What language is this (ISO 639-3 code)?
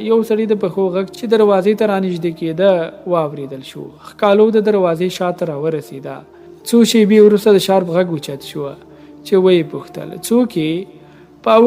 pus